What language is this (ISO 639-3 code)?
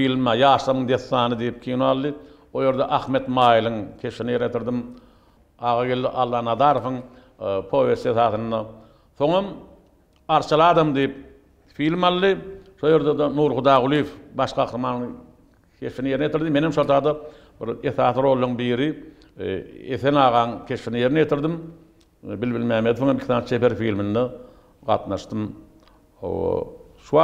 tuk